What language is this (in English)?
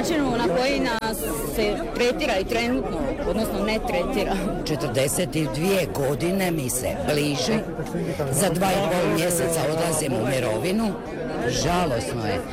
Croatian